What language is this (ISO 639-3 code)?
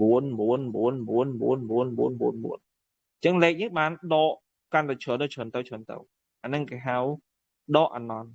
khm